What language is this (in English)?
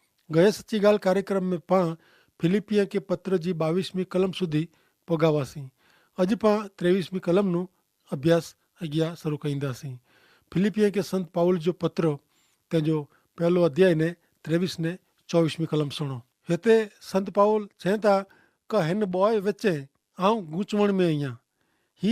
Kachhi